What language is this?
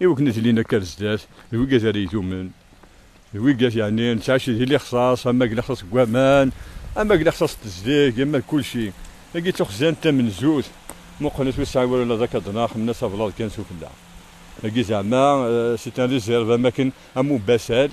Kabyle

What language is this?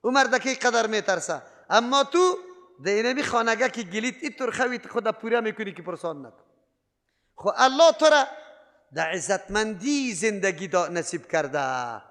Persian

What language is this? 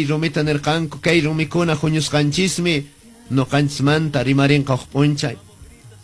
Quechua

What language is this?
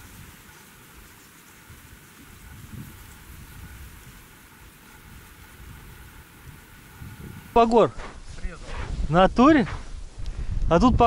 Russian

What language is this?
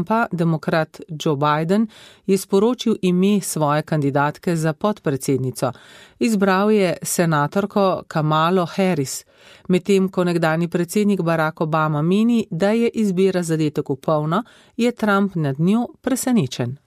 Slovenian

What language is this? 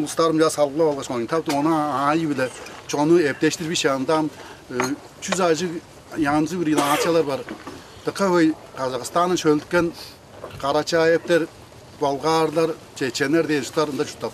Tuvinian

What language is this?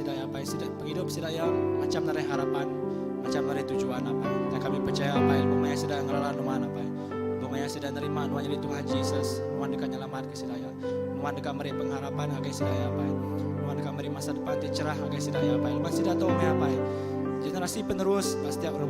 Iban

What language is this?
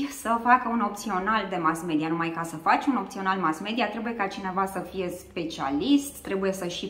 Romanian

